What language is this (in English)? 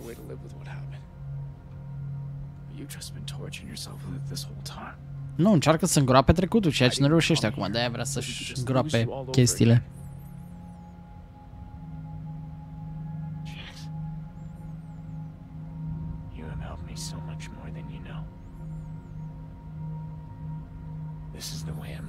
Romanian